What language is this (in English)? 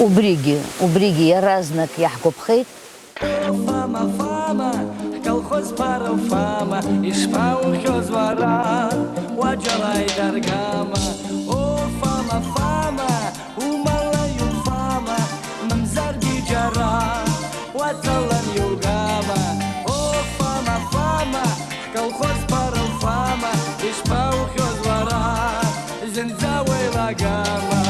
Abkhazian